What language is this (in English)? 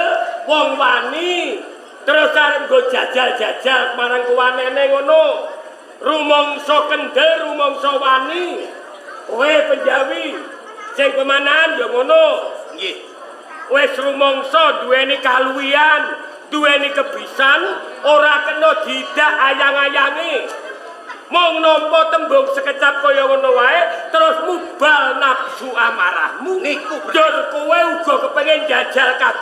Javanese